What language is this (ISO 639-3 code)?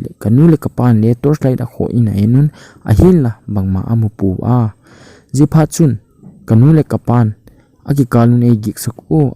tcz